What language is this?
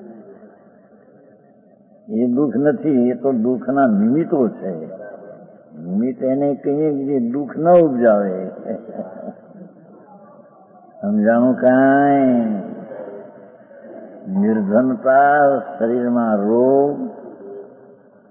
Gujarati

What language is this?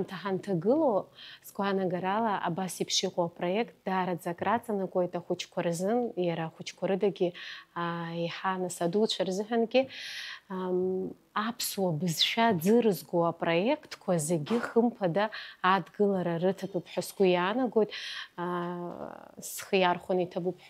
Abkhazian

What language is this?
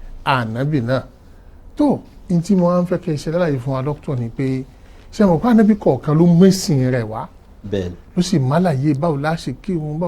Yoruba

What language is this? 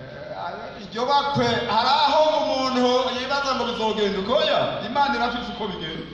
Rundi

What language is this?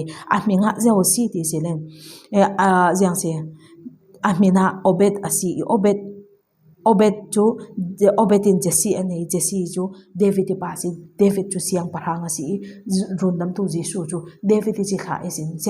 Falam Chin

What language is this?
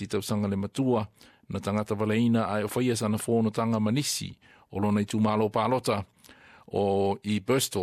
Samoan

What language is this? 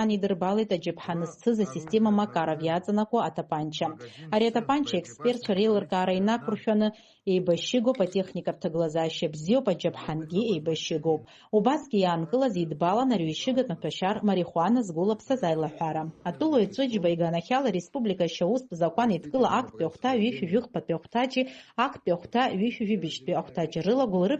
Abkhazian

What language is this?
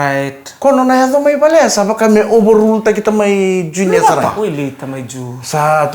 Fijian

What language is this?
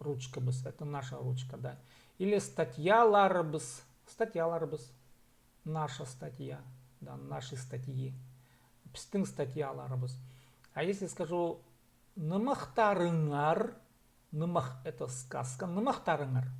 Khakas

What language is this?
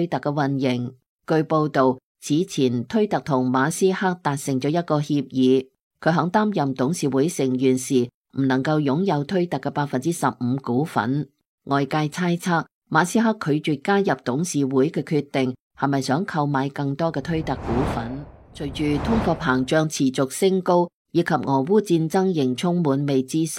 Cantonese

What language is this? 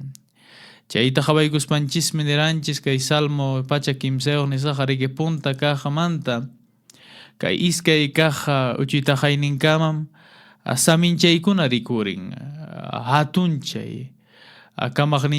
Quechua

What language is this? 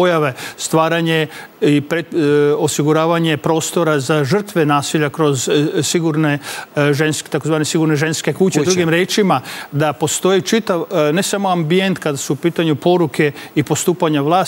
Serbian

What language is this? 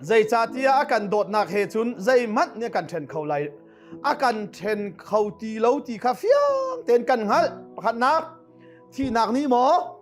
Hakha Chin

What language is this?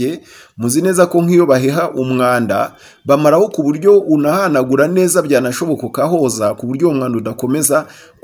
Kinyarwanda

